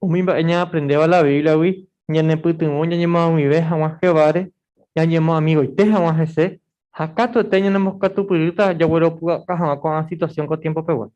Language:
Guarani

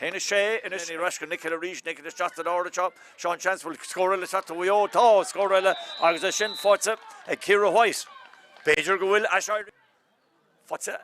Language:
Irish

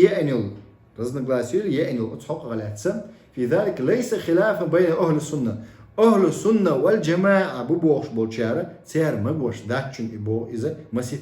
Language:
Chechen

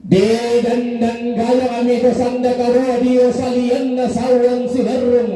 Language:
Toraja-Sa'dan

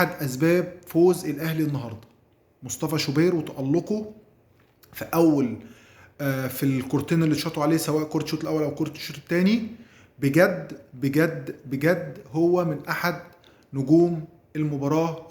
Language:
Egyptian Arabic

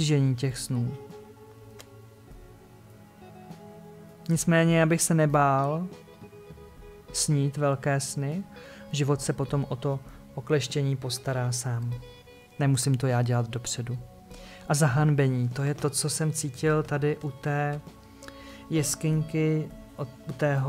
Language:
Czech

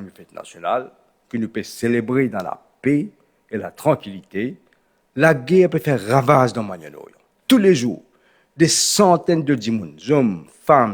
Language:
Morisyen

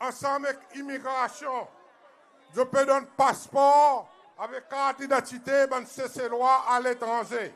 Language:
Seselwa Creole French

